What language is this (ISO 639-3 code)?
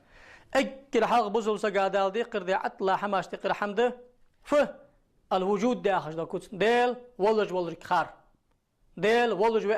inh